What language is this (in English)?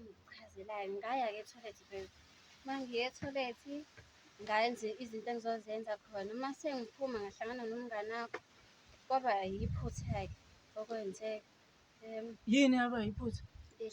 Zulu